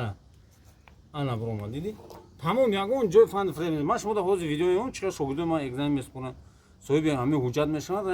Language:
Tajik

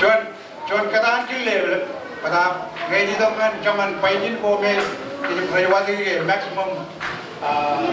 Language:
Marshallese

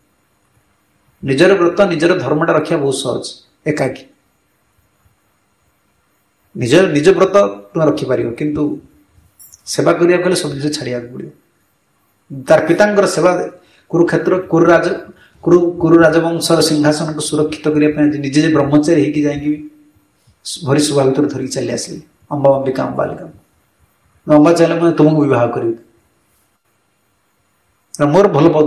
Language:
Odia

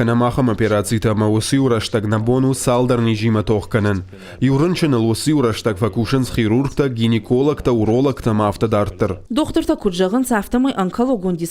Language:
Ossetic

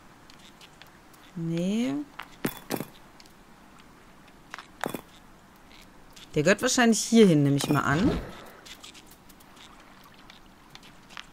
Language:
German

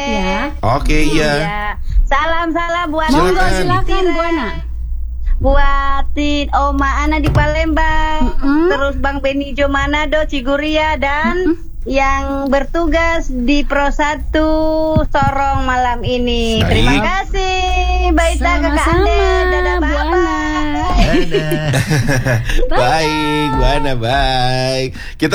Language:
Indonesian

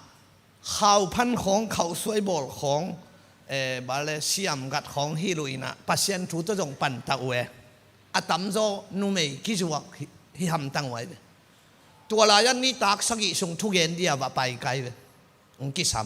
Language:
Tedim Chin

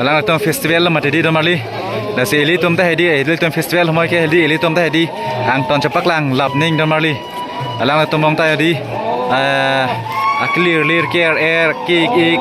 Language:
Karbi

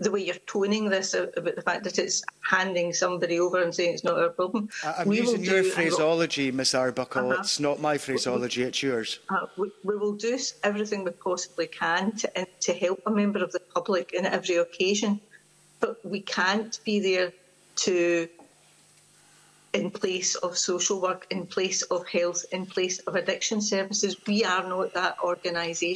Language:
English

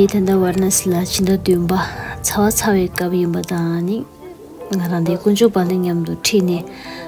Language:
Tibetan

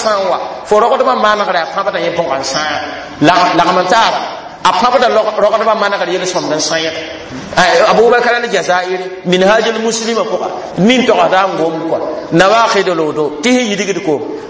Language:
Mossi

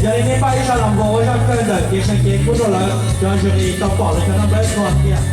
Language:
Hmong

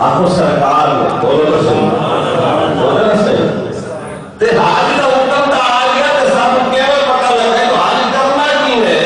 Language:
Saraiki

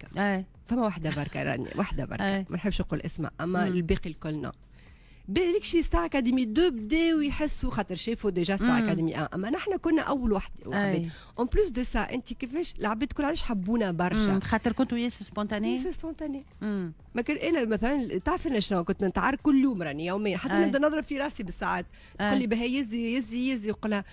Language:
Tunisian Arabic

